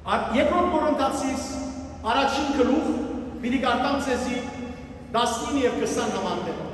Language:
Western Armenian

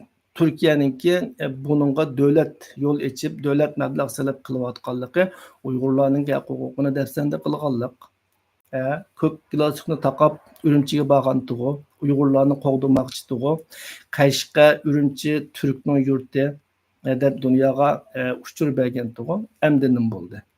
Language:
Uyghur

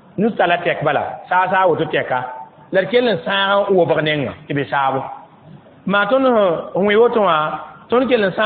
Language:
Mossi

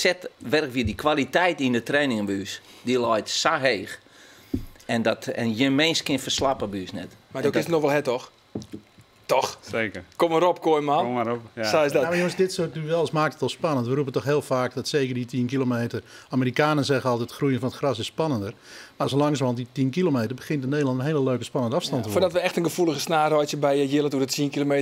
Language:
Western Frisian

